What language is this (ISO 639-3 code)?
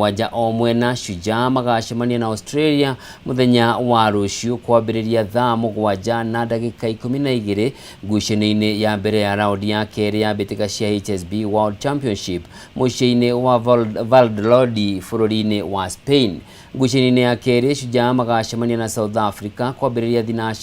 kik